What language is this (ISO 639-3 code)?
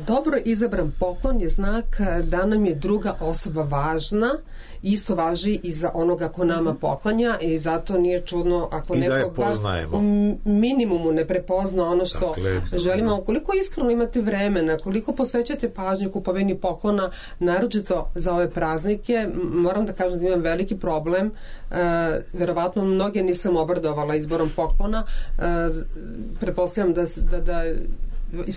srp